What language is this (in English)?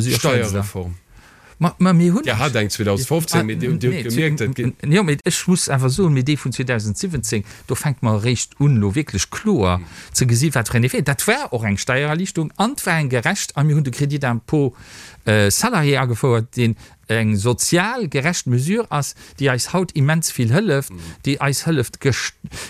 Luxembourgish